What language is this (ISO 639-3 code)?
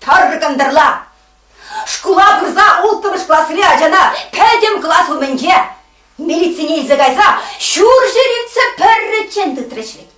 chv